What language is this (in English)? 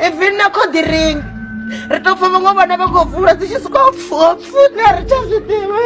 Venda